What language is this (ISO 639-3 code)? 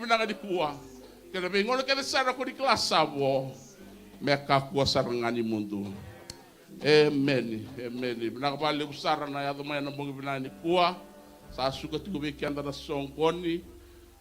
fij